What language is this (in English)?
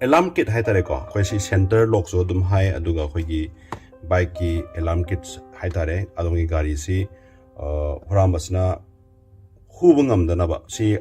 Manipuri